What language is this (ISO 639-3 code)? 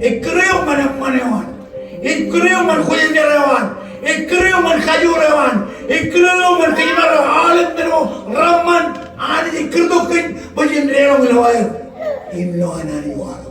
mah